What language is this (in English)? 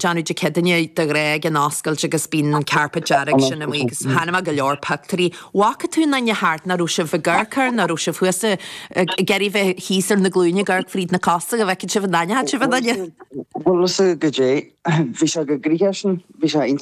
Irish